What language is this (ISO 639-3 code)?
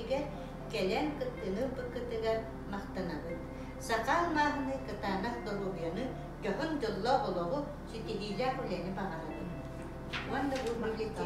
sah